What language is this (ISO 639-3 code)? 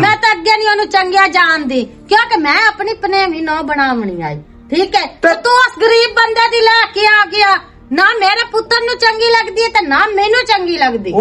lah